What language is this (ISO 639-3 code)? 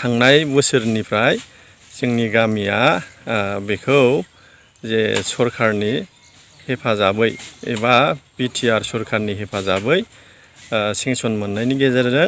brx